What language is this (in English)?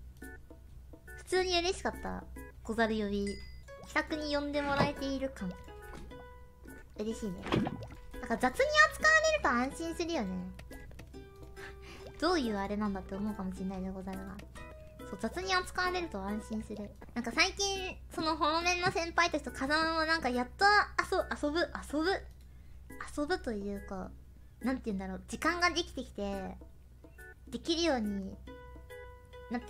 Japanese